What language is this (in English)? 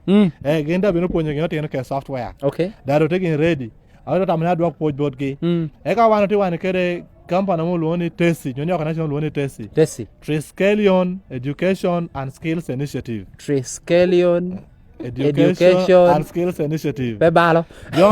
Lango (Uganda)